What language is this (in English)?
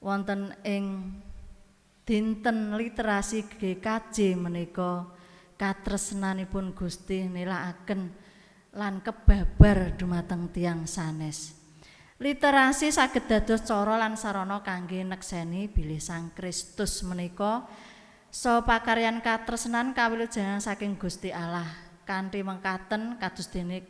Javanese